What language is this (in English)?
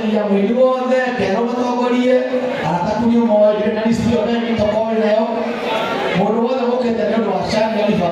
Kikuyu